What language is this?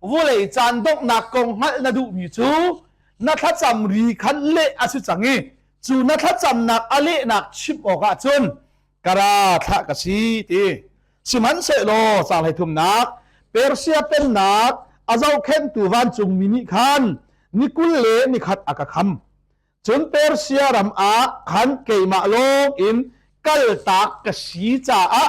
Hakha Chin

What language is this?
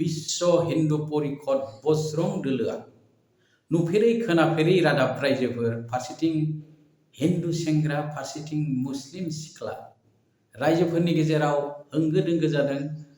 Bodo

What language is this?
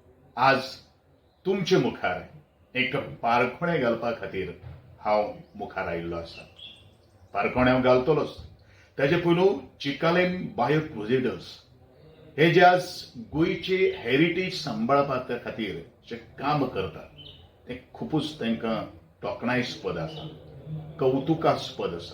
Konkani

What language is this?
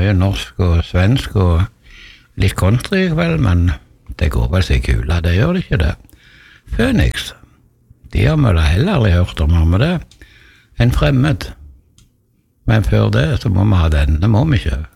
Norwegian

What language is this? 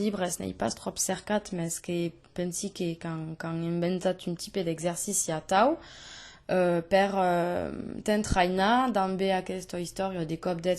Occitan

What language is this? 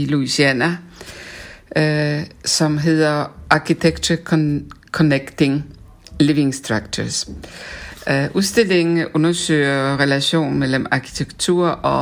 Danish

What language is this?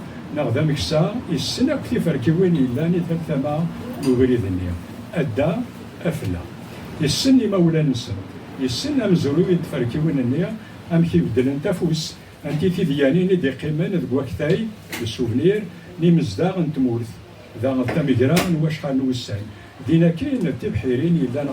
Kabyle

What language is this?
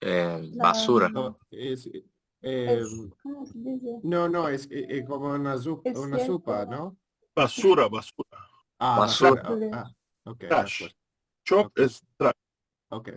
Ladino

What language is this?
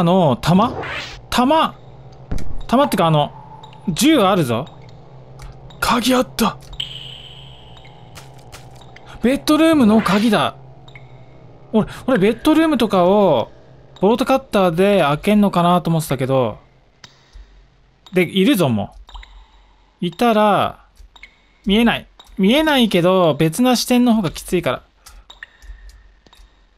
Japanese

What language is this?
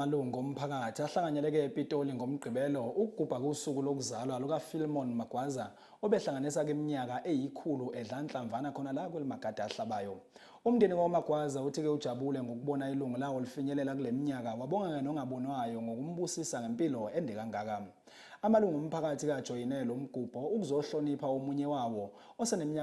Zulu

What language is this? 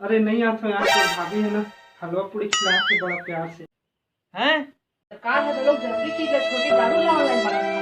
Chhattisgarhi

